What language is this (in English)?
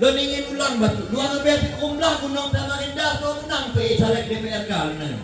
Achinese